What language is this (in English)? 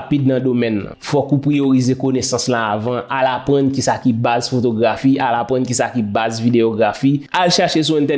Haitian Creole